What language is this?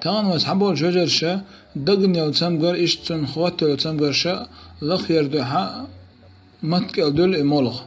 Chechen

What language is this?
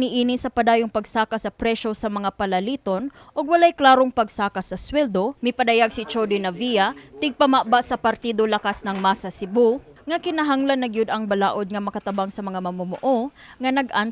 Cebuano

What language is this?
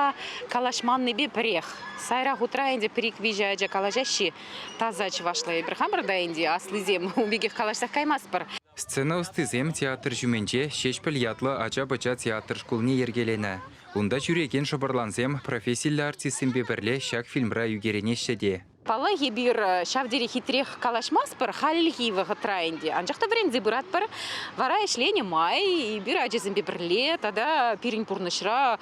Chuvash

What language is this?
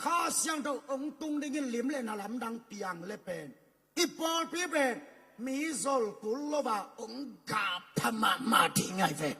Tedim Chin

